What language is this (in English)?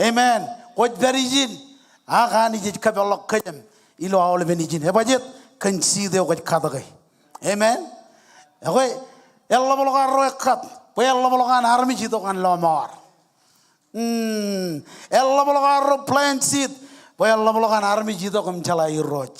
Marshallese